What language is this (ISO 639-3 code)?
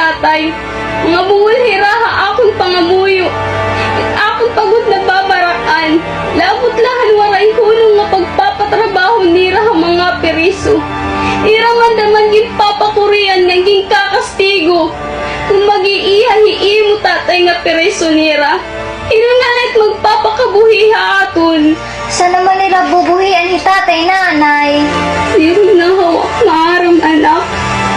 war